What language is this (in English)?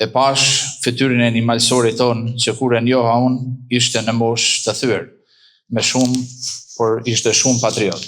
Albanian